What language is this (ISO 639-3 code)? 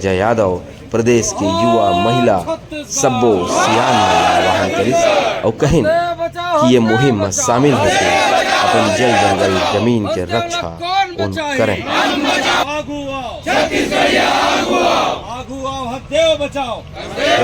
hne